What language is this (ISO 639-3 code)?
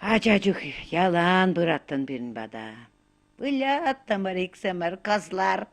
chv